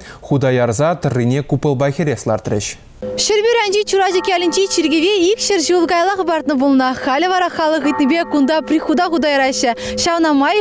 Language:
Chuvash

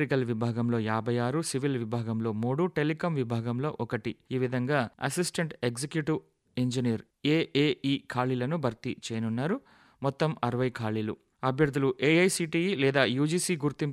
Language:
Telugu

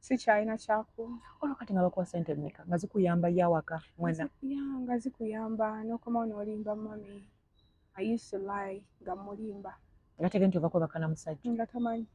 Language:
Ganda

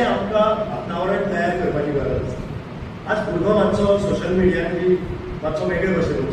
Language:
Konkani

